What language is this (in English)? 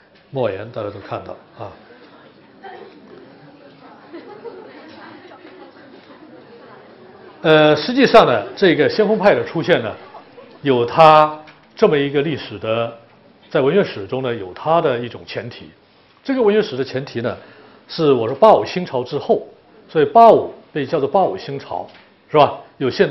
Chinese